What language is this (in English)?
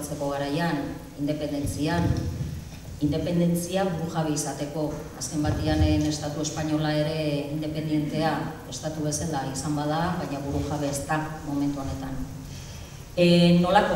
Basque